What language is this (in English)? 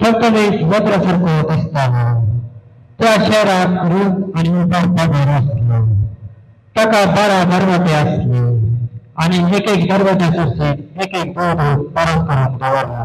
Konkani